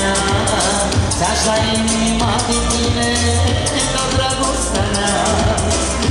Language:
Romanian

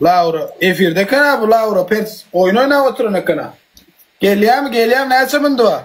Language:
Turkmen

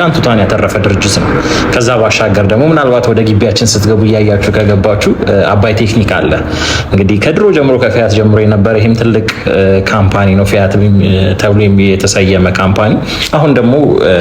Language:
Amharic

